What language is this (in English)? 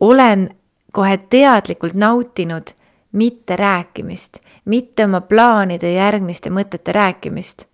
Estonian